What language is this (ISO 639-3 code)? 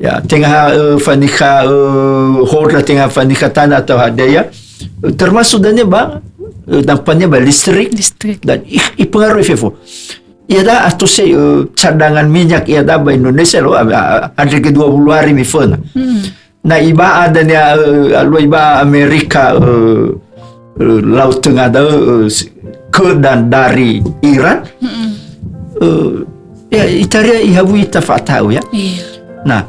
nia